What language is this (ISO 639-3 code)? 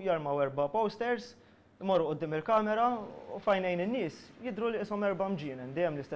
mlt